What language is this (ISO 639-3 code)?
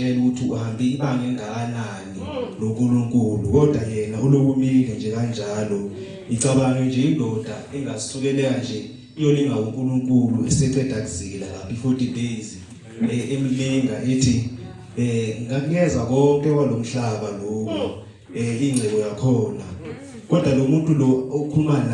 zul